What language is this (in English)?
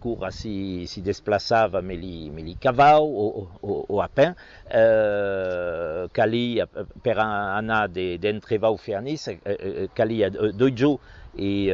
Occitan